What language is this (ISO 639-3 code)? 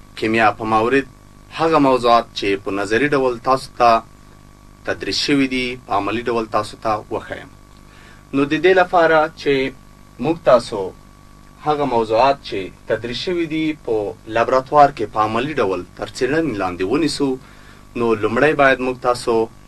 pus